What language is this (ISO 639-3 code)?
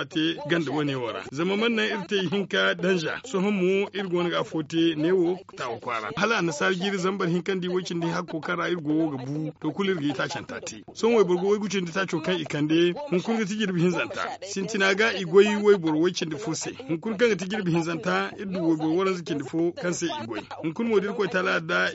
dje